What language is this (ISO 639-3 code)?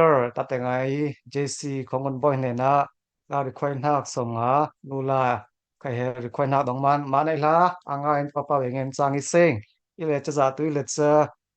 cfm